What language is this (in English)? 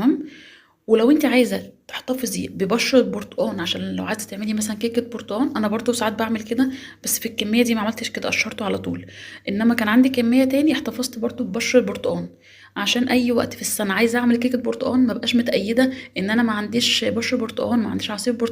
Egyptian Arabic